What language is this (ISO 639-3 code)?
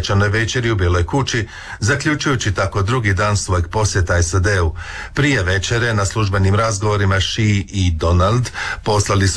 hrv